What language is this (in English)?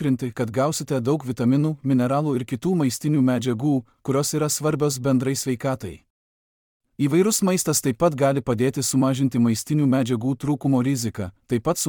Lithuanian